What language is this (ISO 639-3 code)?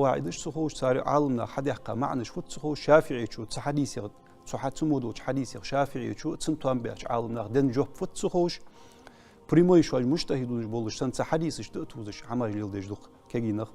inh